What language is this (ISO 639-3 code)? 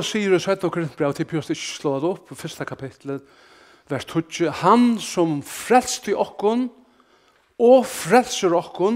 fao